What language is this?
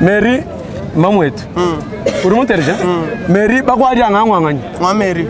Luba-Lulua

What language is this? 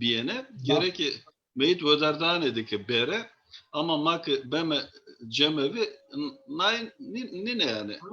Zaza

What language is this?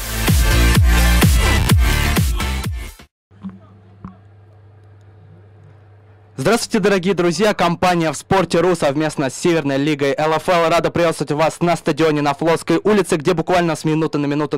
Russian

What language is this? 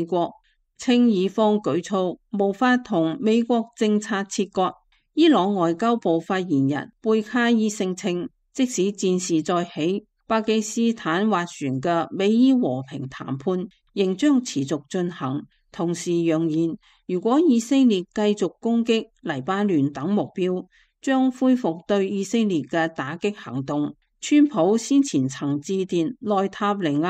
Cantonese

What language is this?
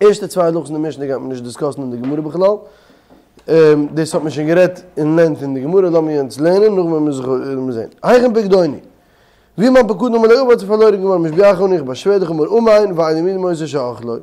Yiddish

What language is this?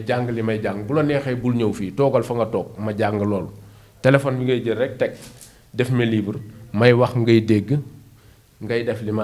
Wolof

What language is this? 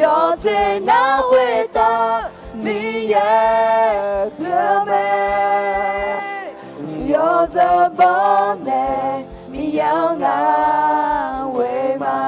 Akha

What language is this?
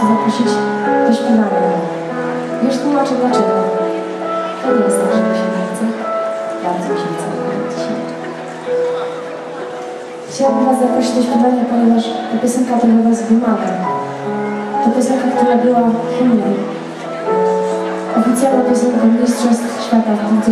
Polish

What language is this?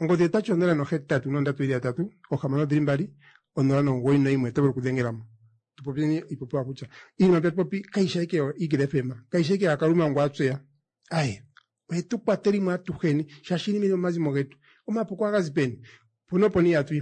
Kuanyama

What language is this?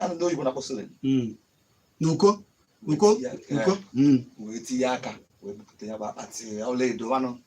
Igbo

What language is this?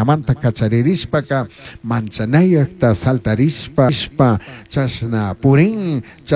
Chimborazo Highland Quichua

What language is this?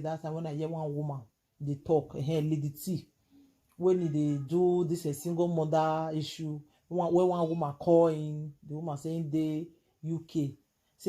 Nigerian Pidgin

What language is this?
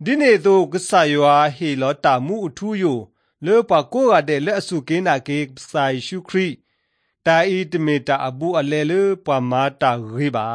Malagasy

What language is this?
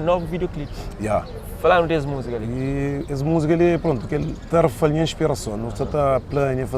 Kabuverdianu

